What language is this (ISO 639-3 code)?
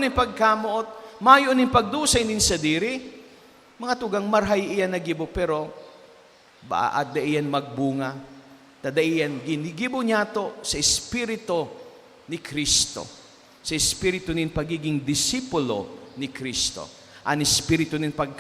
bik